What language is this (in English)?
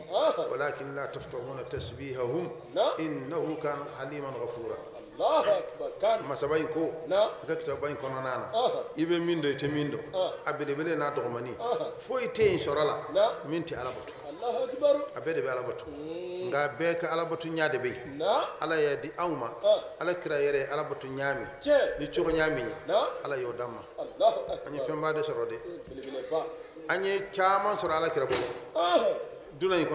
Bambara